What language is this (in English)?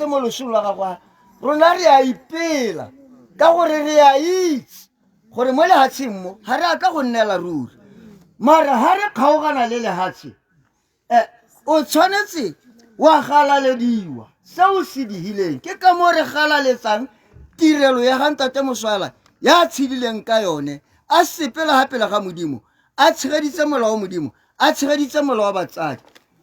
Tswana